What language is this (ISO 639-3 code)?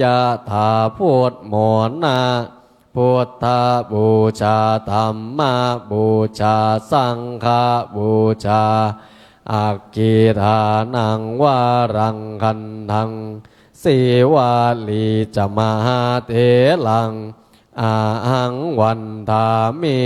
pli